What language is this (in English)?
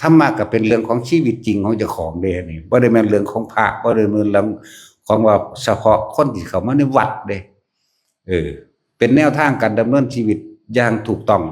Northeastern Thai